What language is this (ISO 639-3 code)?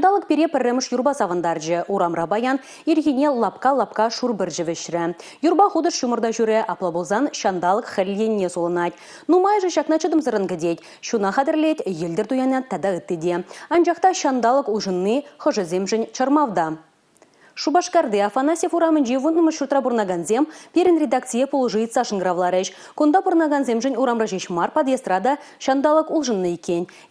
chv